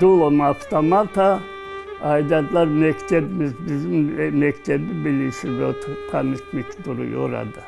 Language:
Crimean Tatar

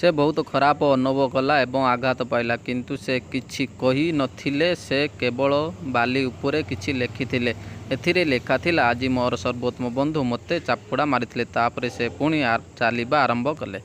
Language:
Odia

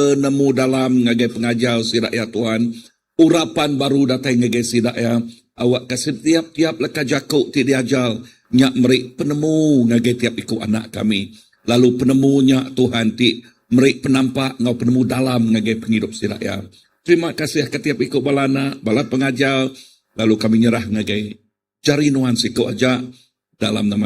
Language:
Iban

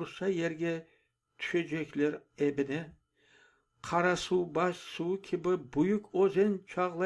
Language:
Crimean Tatar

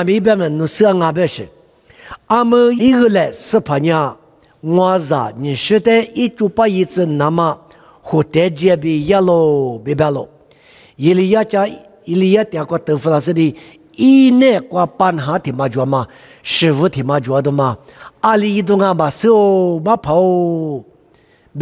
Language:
Lisu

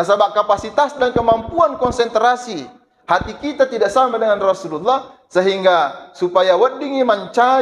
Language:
Buginese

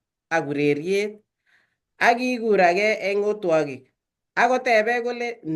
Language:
Kalenjin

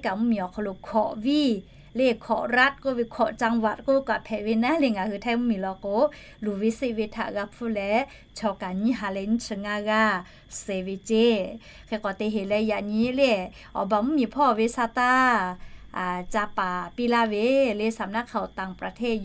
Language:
Lahu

